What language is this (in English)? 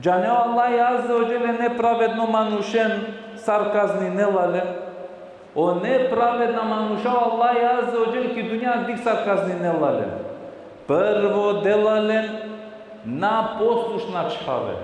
Balkan Romani